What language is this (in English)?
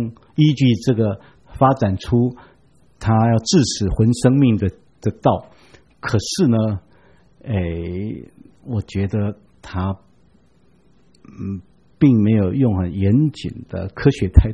Chinese